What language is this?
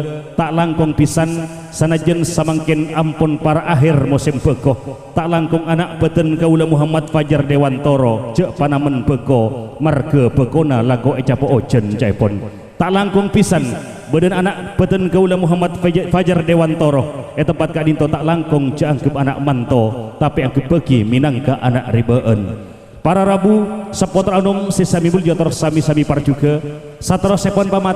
Madurese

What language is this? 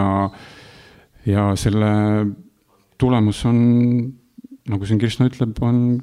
Estonian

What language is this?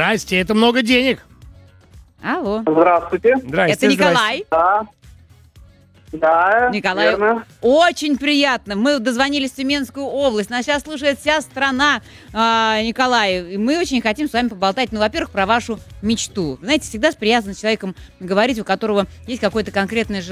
Russian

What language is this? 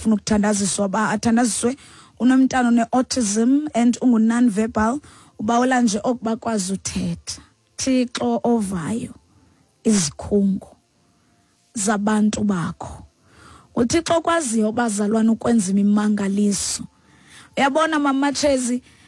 Xhosa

